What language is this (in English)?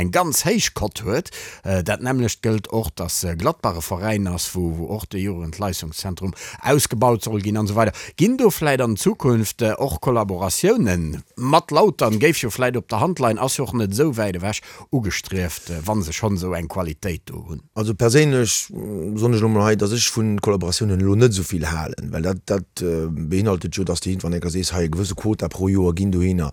Luxembourgish